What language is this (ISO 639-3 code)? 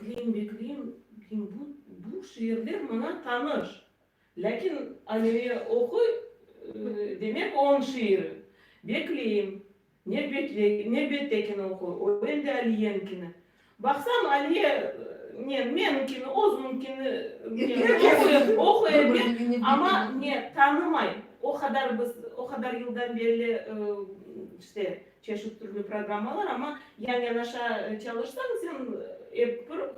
crh